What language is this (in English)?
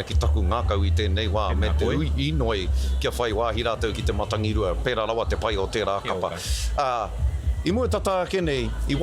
Māori